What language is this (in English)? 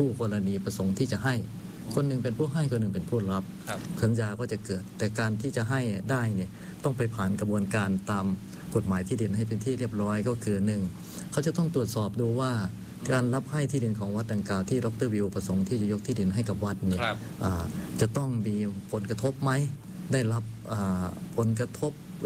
Thai